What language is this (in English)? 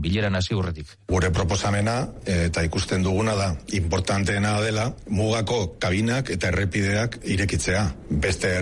Basque